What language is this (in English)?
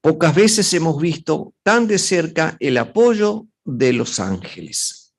Guarani